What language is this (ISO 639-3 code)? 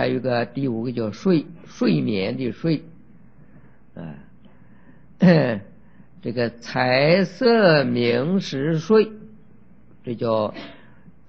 zho